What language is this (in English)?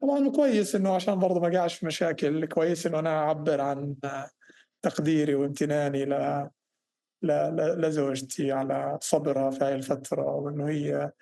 North Levantine Arabic